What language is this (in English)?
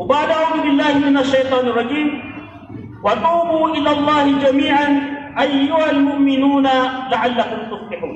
Maranao